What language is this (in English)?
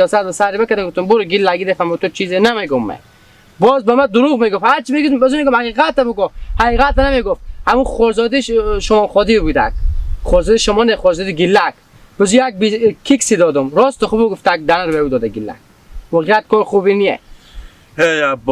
Hazaragi